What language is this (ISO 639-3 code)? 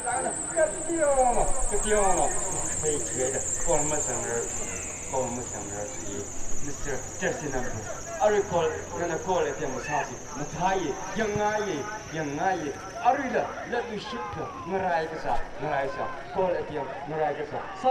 nmf